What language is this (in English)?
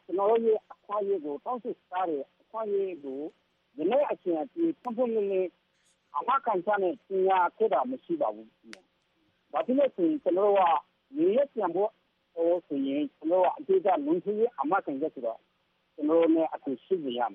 Burmese